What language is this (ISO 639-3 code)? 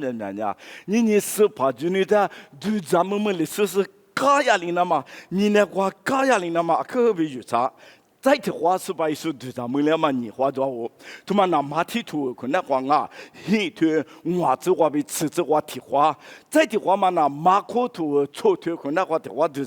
lis